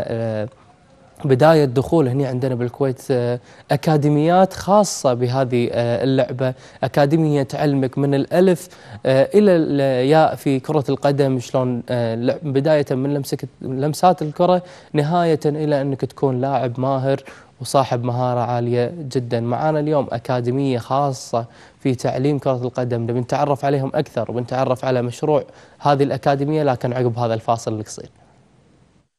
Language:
Gulf Arabic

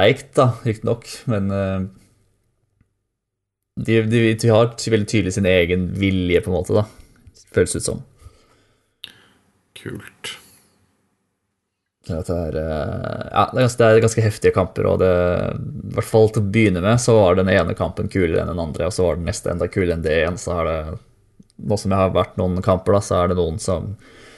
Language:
Norwegian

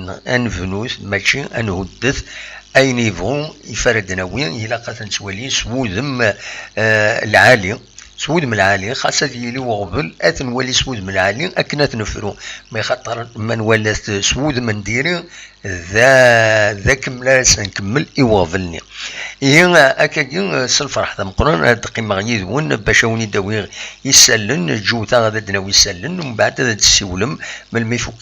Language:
Kabyle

